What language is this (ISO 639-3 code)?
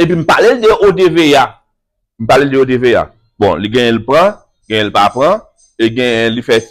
hat